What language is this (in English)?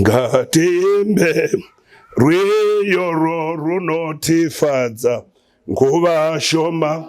Shona